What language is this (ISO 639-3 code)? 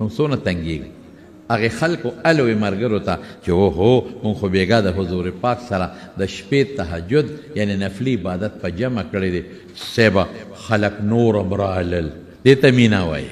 pus